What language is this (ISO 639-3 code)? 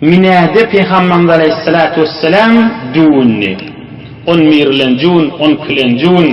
tuk